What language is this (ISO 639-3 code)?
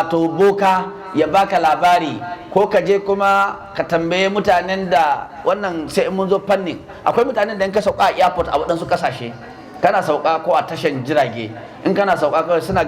hau